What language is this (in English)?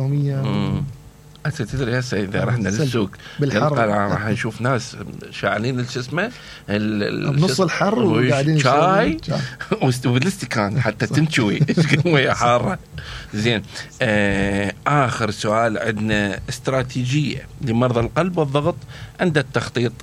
Mesopotamian Arabic